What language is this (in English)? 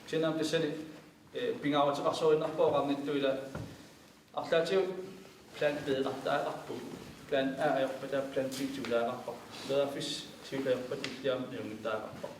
Kalaallisut